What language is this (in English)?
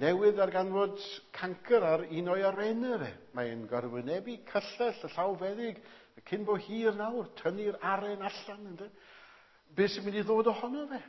Welsh